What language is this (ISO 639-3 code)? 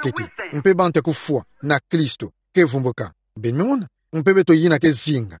ktu